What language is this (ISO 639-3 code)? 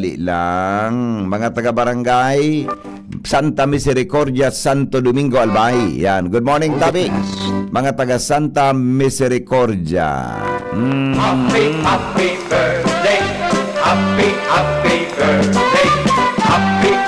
bik